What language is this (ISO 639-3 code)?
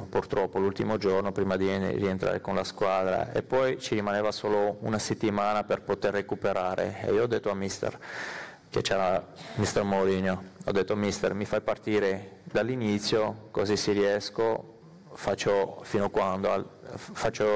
ita